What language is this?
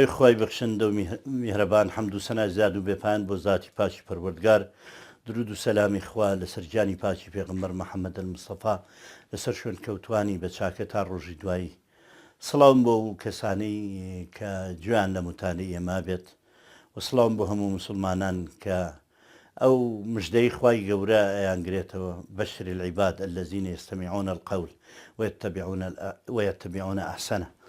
Central Kurdish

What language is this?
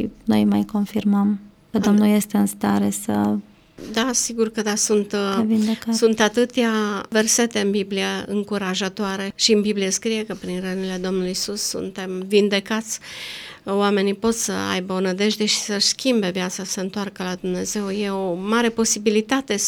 Romanian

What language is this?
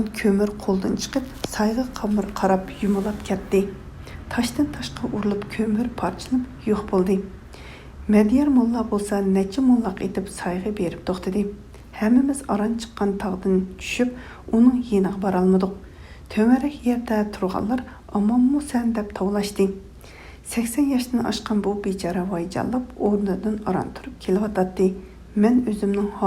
Uyghur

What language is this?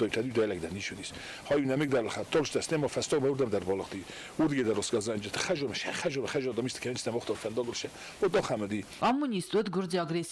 Ossetic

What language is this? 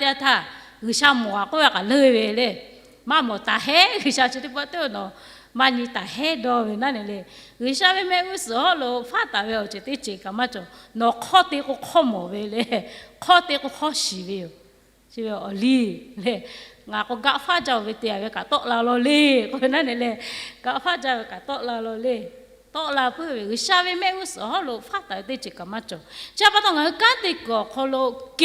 Lahu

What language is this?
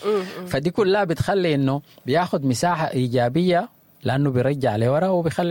Sudanese Arabic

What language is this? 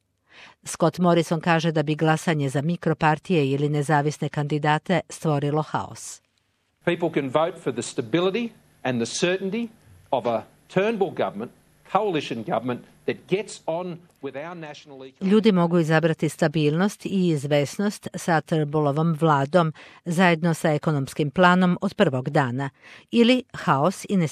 Croatian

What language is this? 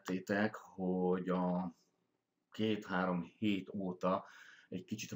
Hungarian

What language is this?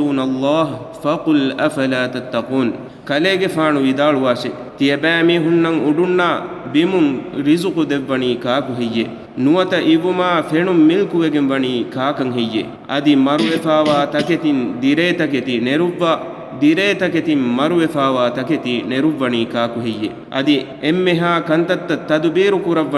Divehi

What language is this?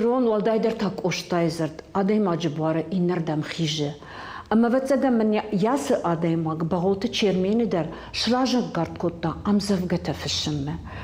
Ossetic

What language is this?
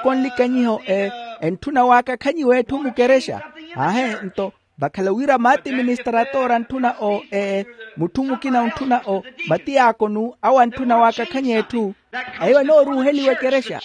Makhuwa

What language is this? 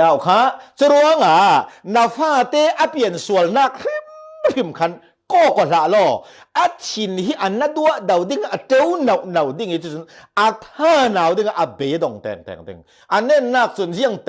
Falam Chin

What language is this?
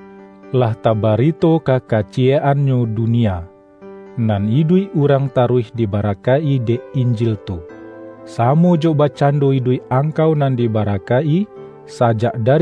Minangkabau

